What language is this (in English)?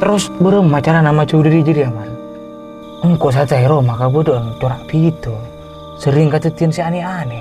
Madurese